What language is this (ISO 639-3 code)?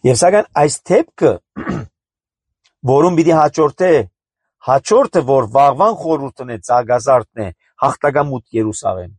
hye